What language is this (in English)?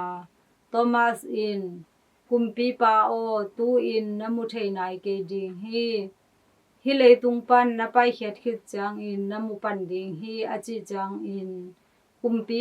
Tedim Chin